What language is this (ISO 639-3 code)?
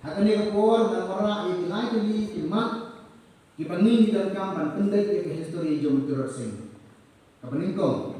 kha